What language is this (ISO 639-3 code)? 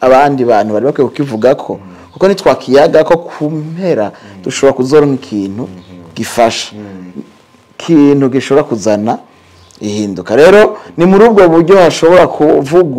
run